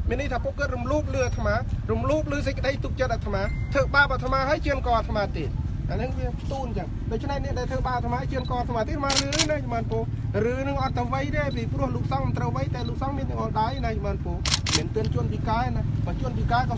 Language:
Khmer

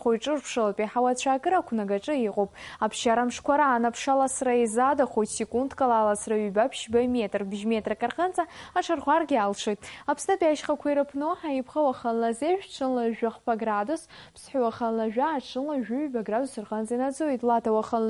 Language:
Abkhazian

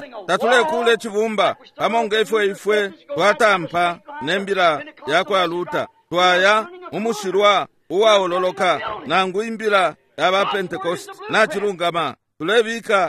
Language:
Bemba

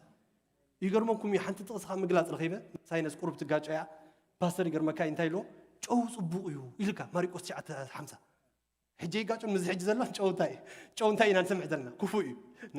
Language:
Tigrinya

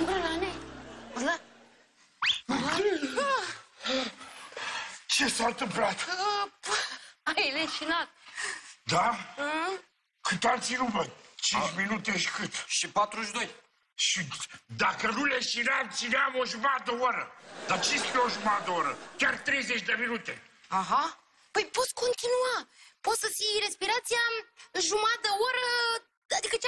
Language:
Romanian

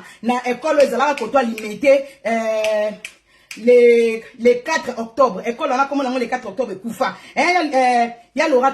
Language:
Lingala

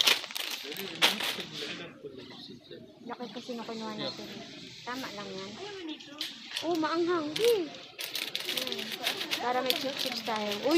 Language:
Filipino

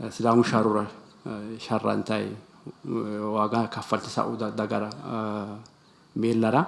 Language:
Sidamo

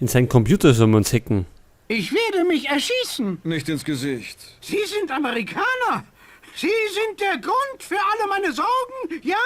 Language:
Bavarian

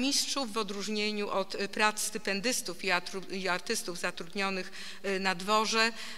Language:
Polish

